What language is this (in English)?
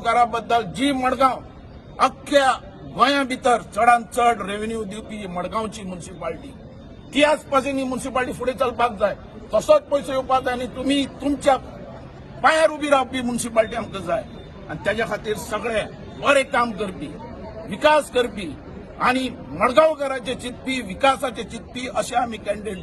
Konkani